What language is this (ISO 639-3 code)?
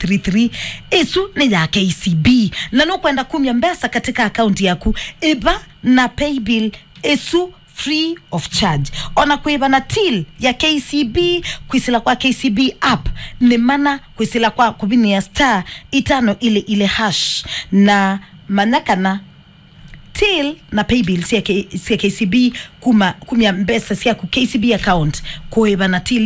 kam